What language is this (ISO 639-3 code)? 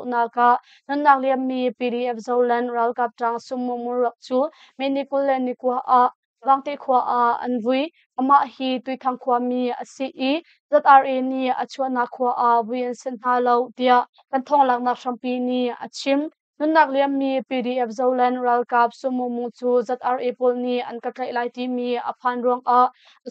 cnh